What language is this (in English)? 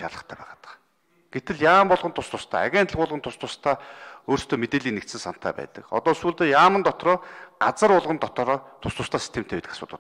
Mongolian